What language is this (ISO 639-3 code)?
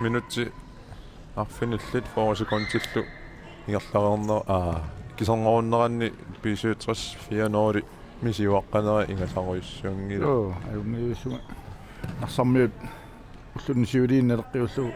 kal